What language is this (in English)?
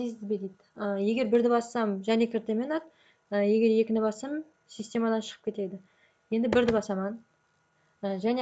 Kara-Kalpak